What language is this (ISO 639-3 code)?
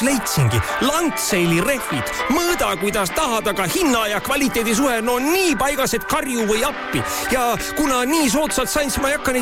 est